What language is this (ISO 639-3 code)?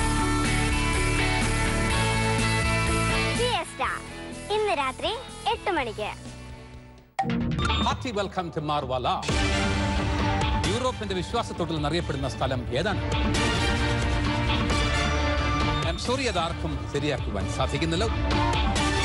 mal